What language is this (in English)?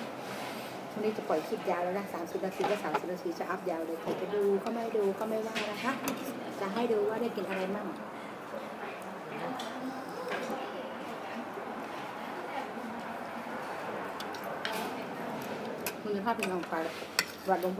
Thai